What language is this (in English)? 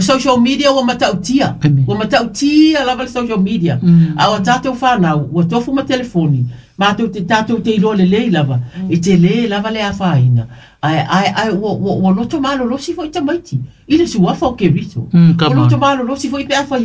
Samoan